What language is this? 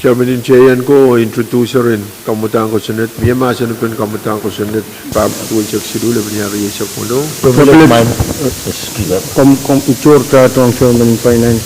Pohnpeian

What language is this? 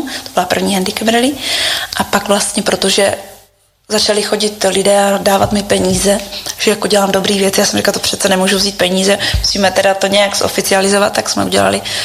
Czech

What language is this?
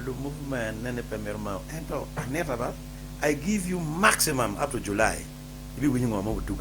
Acoli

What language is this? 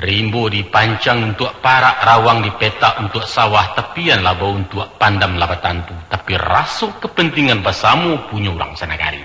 Minangkabau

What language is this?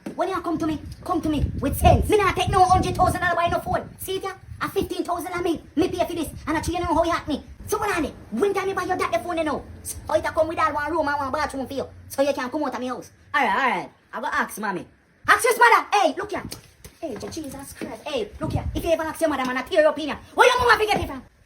Jamaican Creole English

